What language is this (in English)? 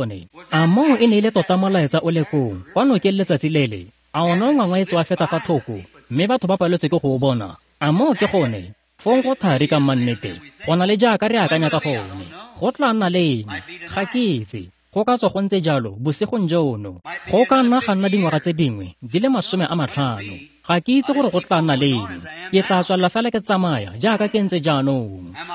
Tswana